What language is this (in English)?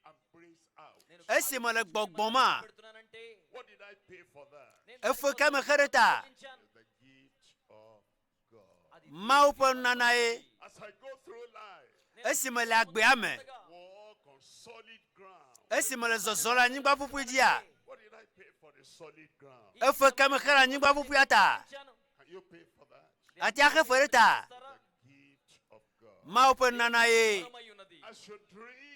Ewe